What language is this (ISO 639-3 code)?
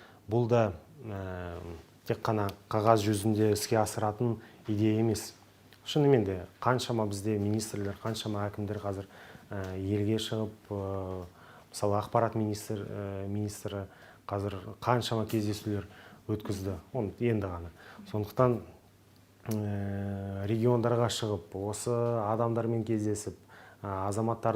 kaz